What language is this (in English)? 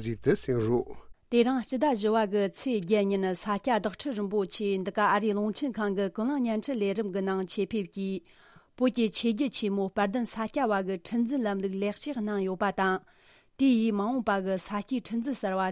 Tibetan